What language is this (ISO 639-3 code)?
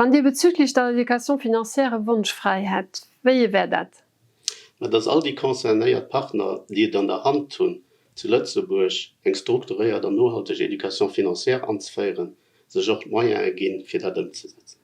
ltz